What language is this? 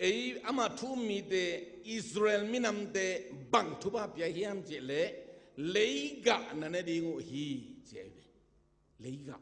Tedim Chin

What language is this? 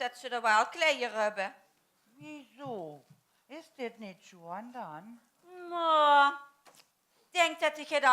Limburgish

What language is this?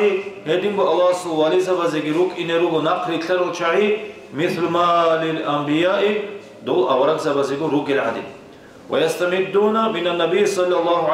Avaric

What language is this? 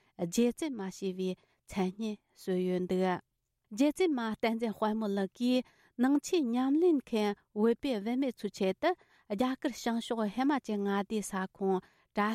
Tibetan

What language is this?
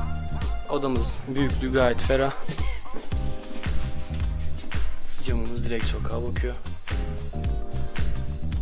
Turkish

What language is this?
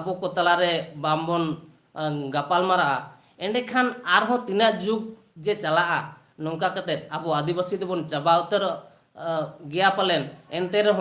Santali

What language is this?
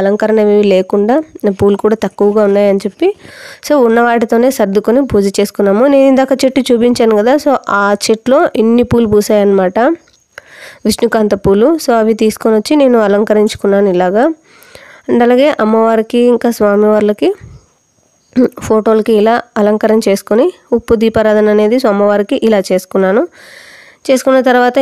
Telugu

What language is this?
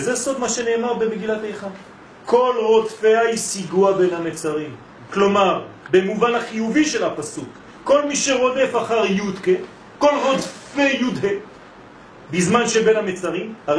Hebrew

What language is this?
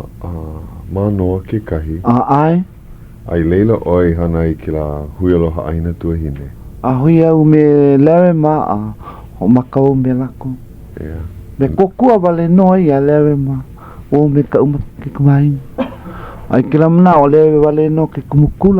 Hawaiian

